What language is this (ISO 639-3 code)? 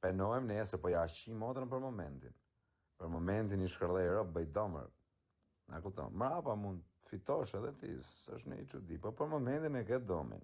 sqi